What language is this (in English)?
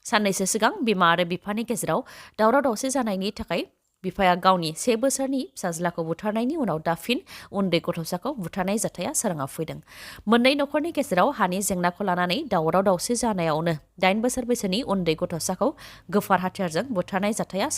Bodo